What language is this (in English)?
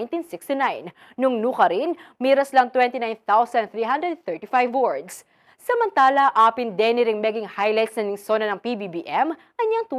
Pampanga